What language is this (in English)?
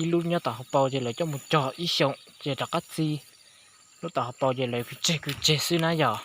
Hmong